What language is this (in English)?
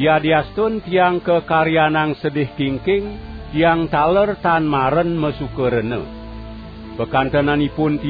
Balinese